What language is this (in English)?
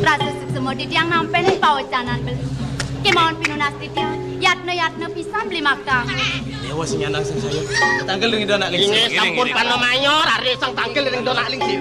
Balinese